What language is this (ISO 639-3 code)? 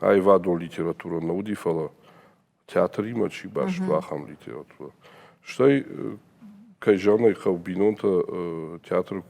oss